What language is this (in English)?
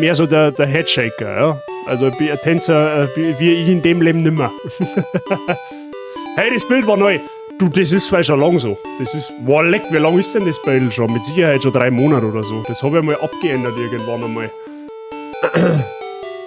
Bavarian